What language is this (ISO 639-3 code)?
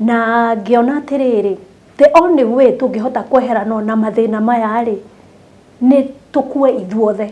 kik